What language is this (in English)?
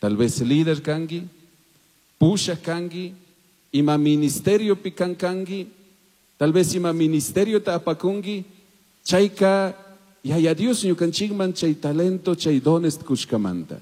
Chimborazo Highland Quichua